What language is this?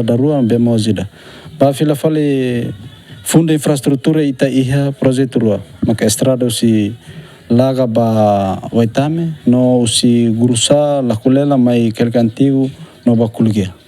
Tetum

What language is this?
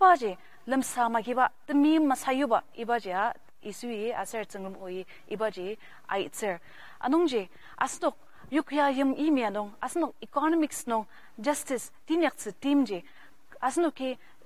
Ao Naga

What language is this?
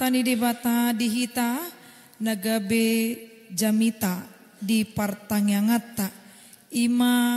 Batak Toba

